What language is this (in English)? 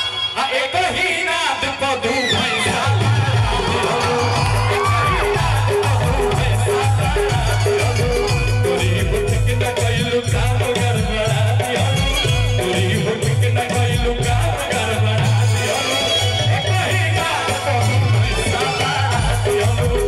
Bhojpuri